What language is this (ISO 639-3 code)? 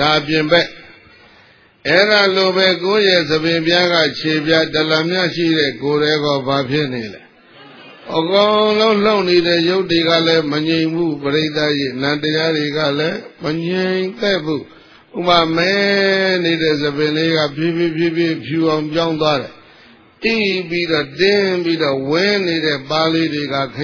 mya